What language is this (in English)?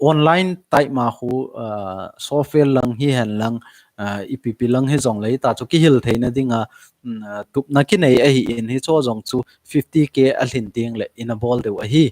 Thado Chin